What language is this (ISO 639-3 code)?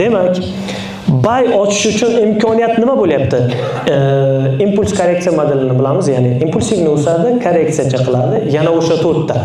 uzb